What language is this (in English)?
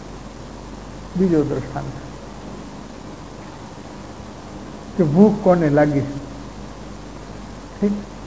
Gujarati